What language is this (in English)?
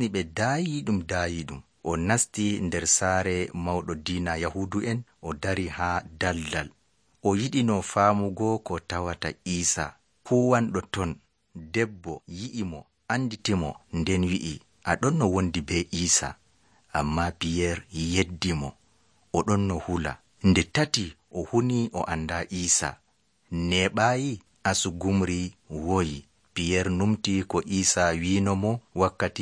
Nigerian Fulfulde